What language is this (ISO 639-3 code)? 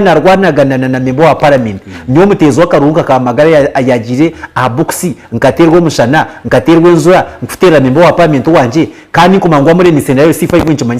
nyn